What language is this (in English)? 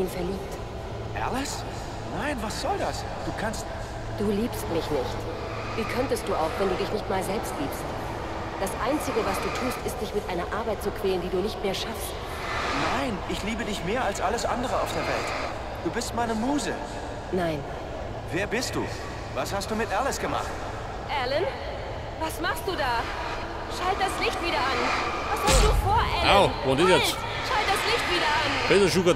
Bavarian